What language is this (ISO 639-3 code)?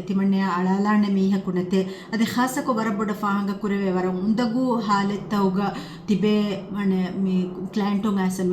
div